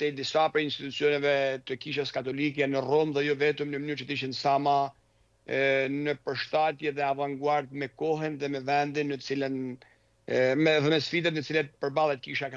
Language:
Albanian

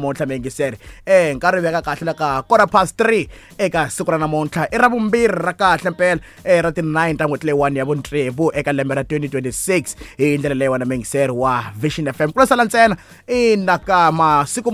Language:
Tsonga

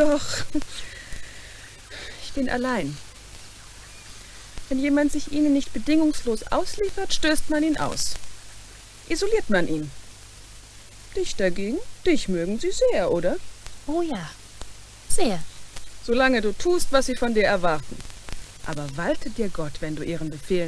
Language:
German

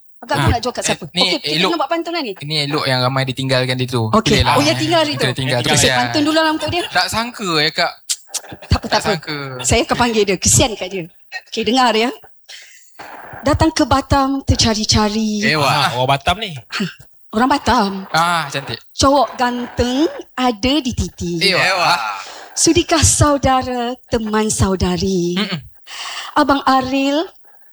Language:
Malay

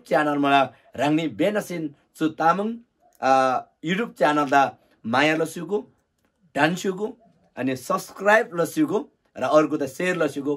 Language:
Eastern Tamang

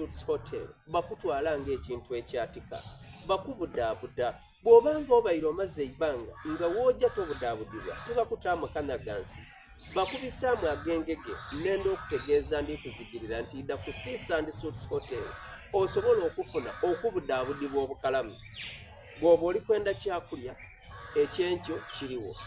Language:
Soga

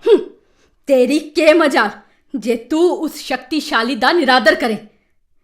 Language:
Dogri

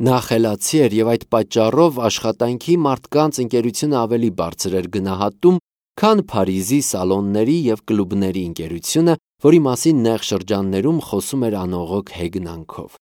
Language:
Armenian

